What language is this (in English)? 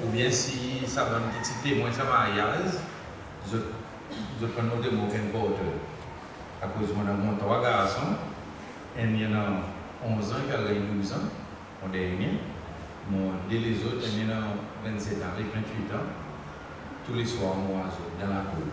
Seselwa Creole French